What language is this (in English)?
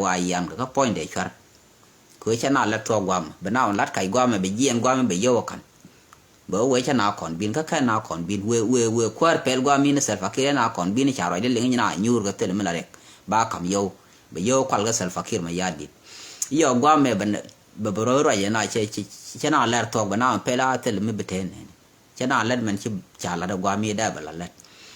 Nuer